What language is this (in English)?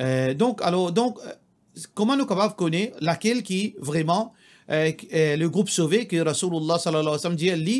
Morisyen